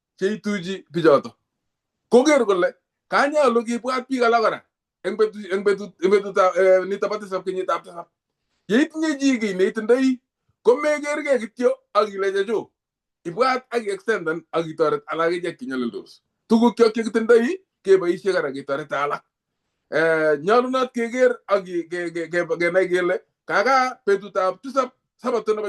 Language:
Kalenjin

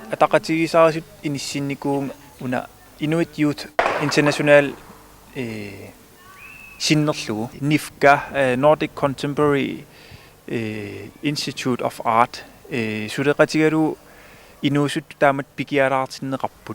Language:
Kalaallisut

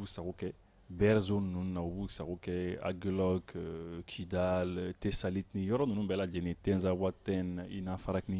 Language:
Bambara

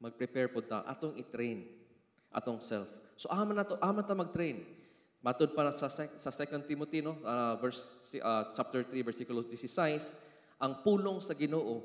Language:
Cebuano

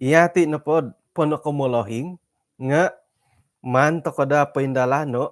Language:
Central Dusun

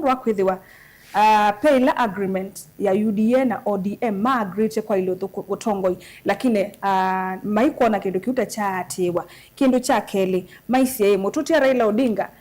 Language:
Kamba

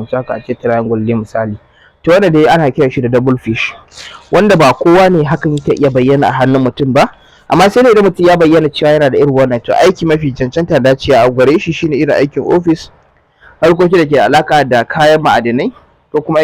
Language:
Hausa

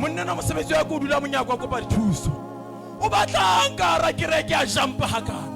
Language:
Southern Sotho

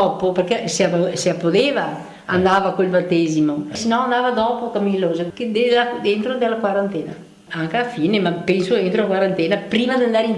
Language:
Venetian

